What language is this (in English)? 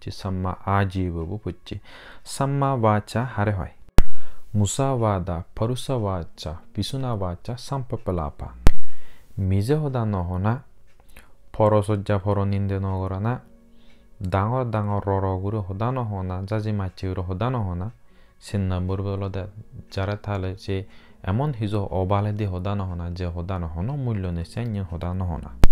Chakma